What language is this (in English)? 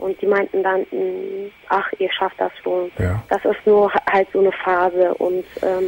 German